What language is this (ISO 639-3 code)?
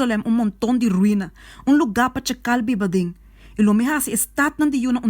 pap